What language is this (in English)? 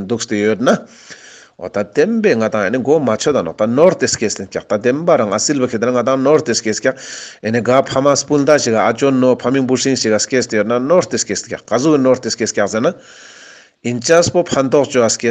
Ladakhi